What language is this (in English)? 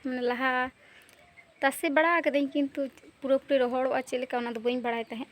Santali